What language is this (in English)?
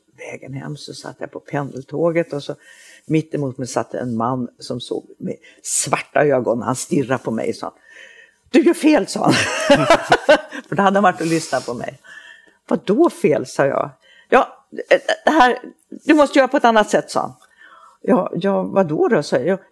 Swedish